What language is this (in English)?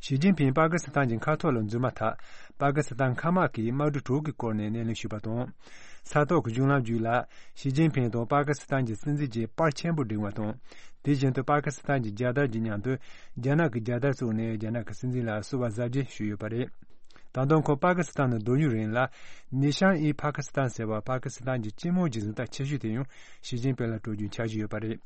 Tibetan